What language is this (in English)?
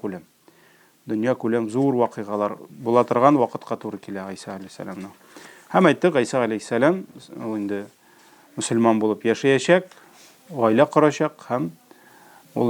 Tatar